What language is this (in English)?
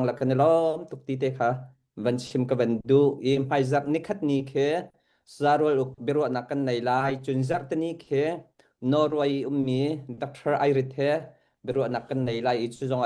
Hakha Chin